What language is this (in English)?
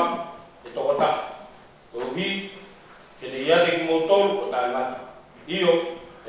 Tongan